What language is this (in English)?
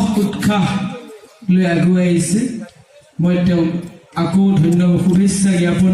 Assamese